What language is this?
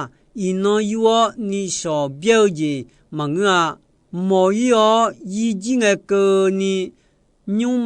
Akha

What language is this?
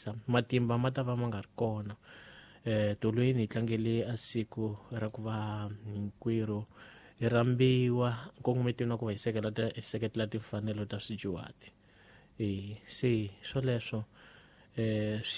Tsonga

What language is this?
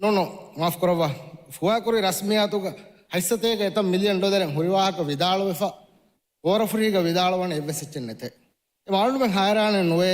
Divehi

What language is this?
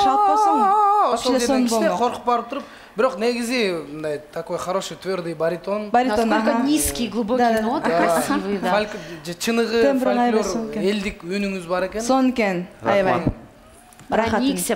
Kyrgyz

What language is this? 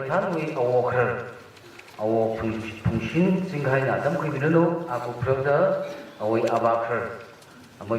Tangkhul Naga (India)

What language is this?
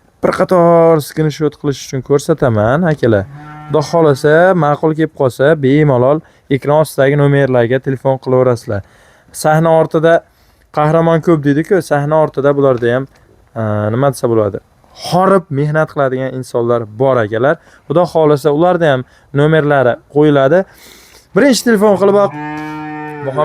Uzbek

